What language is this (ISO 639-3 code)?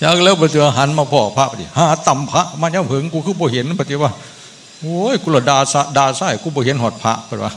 tts